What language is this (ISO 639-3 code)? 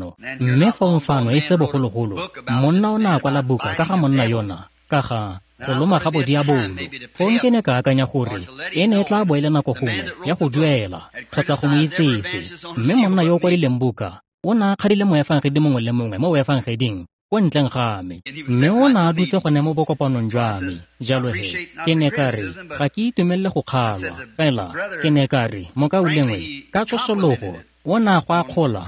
tsn